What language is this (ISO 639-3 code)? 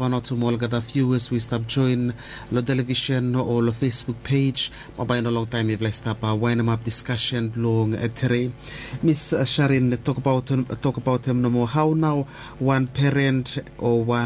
bis